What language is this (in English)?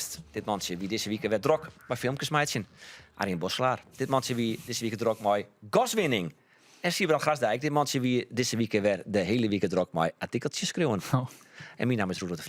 Western Frisian